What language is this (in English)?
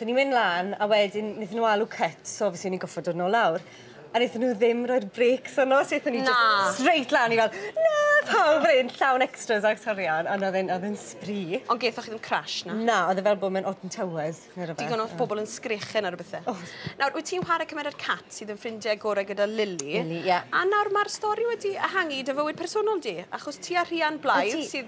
Welsh